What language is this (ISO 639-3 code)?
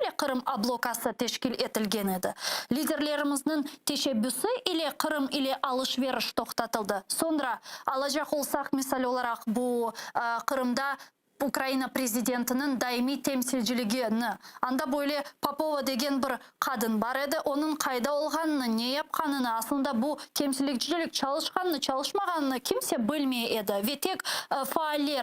crh